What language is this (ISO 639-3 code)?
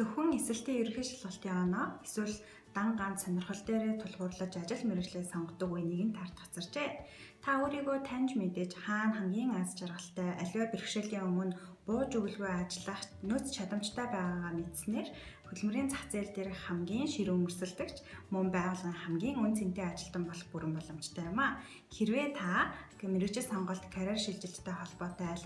mon